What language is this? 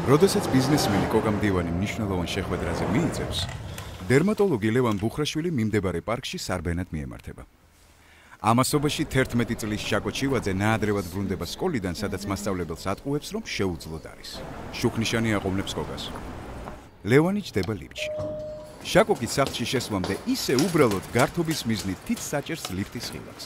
Georgian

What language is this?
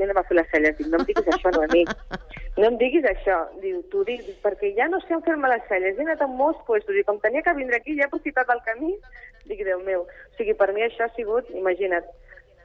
Catalan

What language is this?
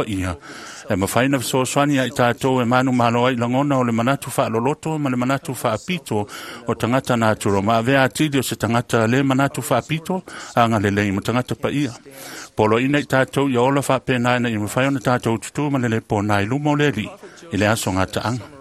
Samoan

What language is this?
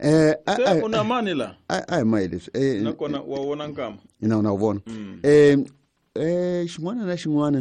Tsonga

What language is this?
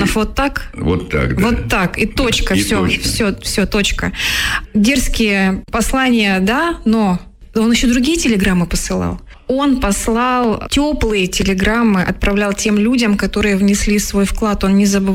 Russian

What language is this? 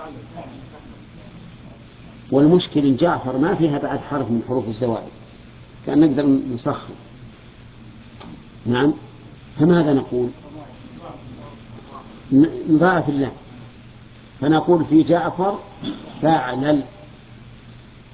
Arabic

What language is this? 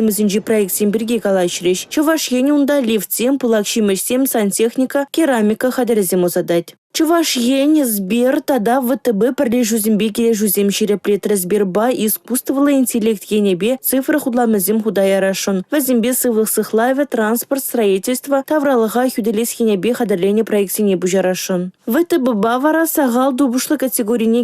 Chuvash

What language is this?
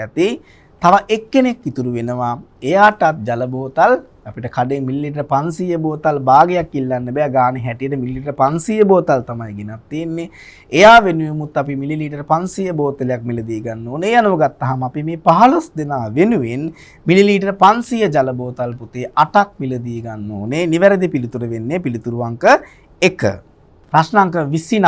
Sinhala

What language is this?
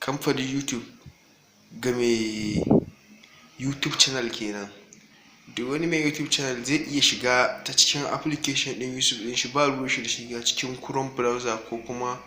Hausa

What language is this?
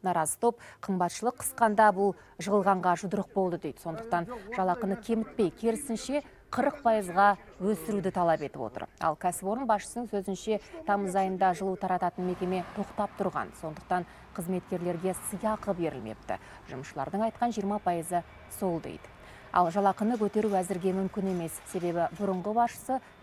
Kazakh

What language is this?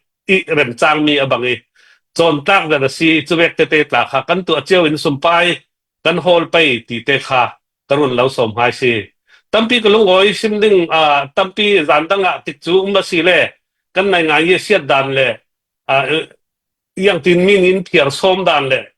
Falam Chin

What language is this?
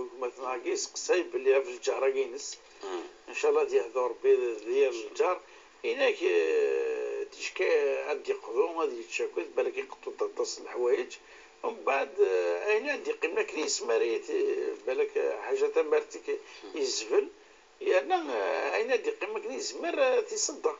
Kabyle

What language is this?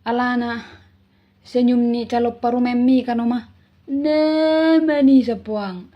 Batak Toba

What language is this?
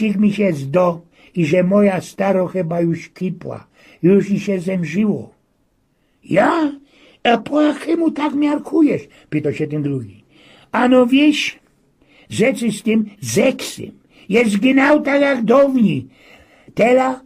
Silesian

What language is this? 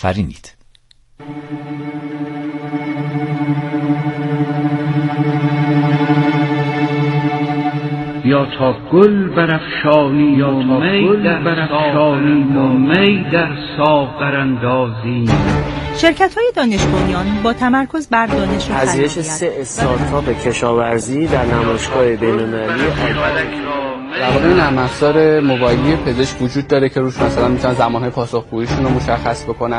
Persian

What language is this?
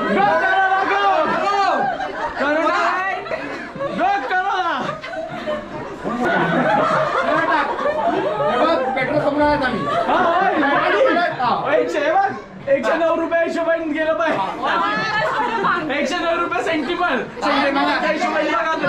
Marathi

